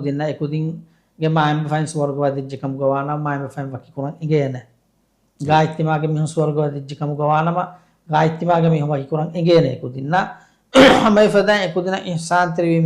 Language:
Divehi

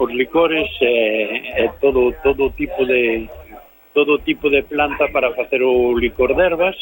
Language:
Galician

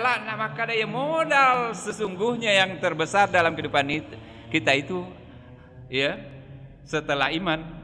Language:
Buginese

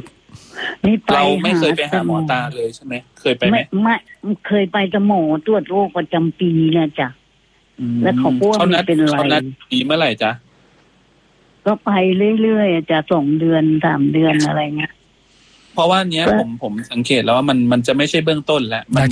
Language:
Thai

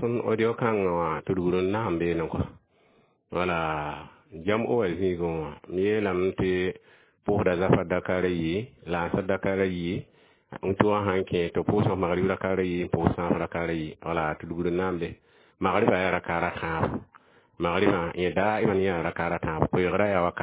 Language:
Mossi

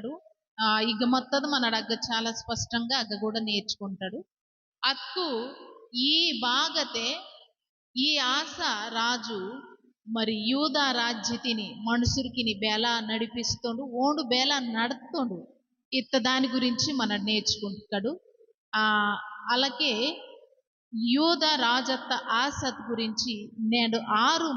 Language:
Koya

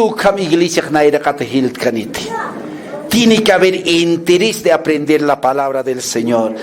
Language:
Aymara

